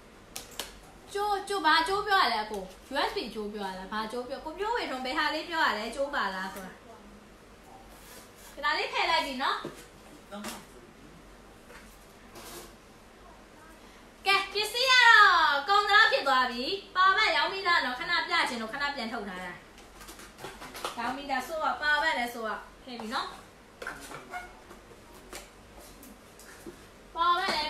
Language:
Burmese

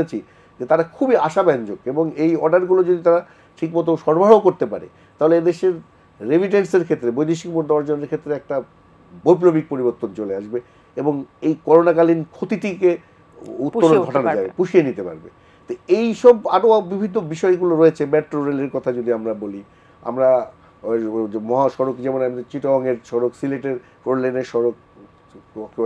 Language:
Bangla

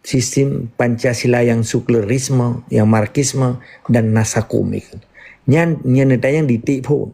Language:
Achinese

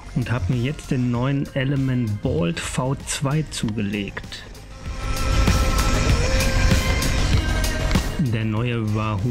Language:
German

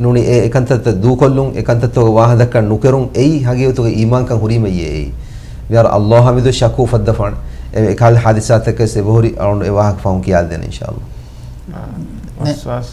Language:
Divehi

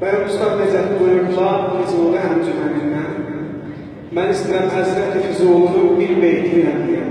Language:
South Azerbaijani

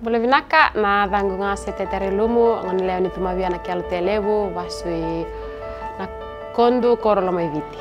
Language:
Fijian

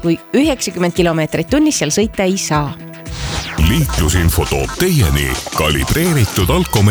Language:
Estonian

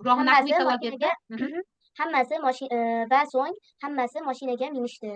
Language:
Uzbek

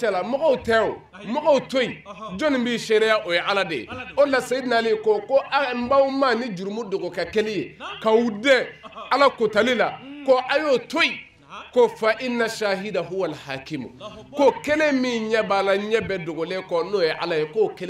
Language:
Bambara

